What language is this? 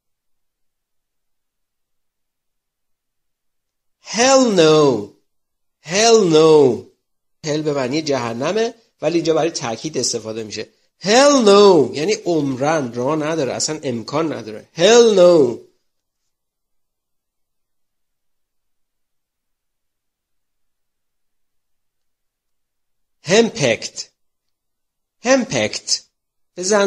Persian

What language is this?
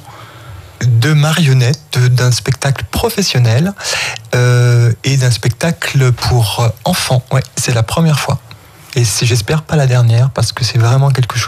French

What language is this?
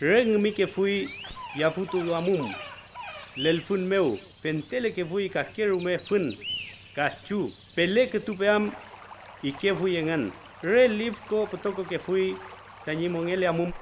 Mapuche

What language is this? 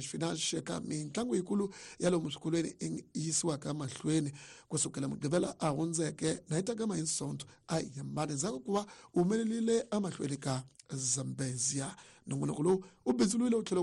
Tsonga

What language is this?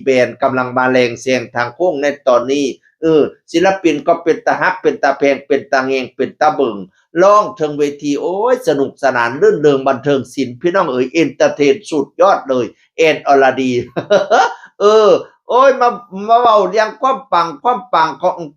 Northeastern Thai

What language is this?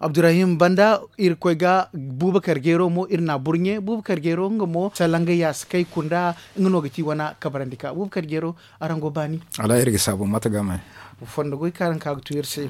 Zarma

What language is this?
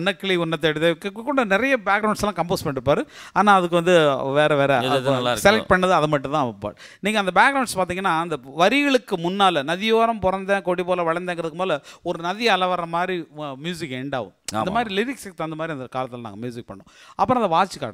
Tamil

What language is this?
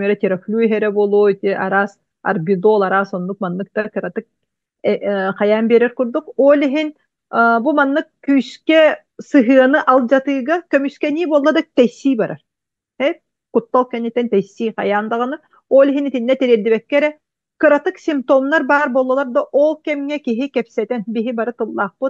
Yakut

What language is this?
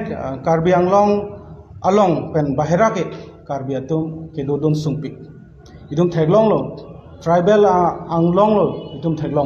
Karbi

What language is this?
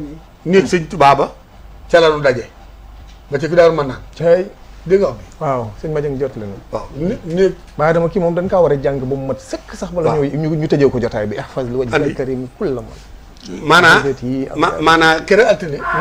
Wolof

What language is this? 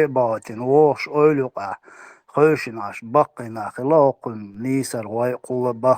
Chechen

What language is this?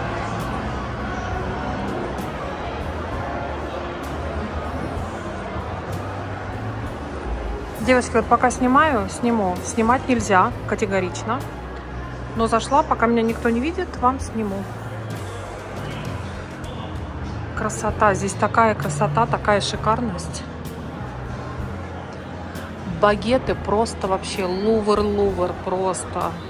Russian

